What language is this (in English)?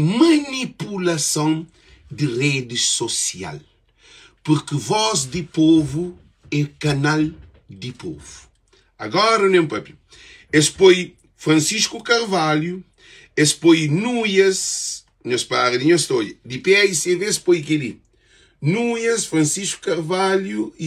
Kabuverdianu